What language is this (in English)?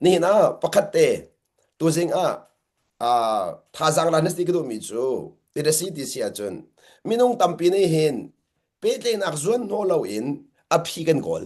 Hakha Chin